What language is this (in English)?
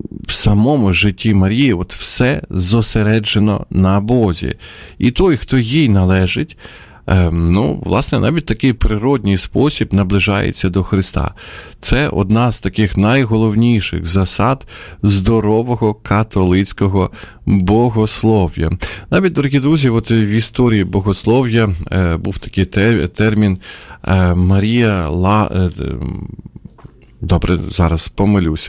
Ukrainian